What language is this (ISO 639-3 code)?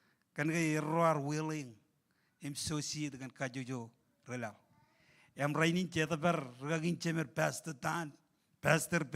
mah